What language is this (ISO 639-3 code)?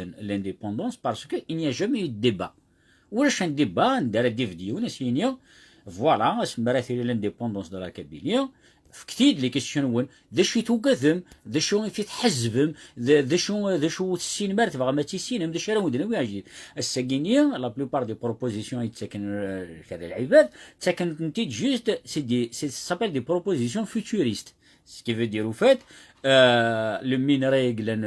kab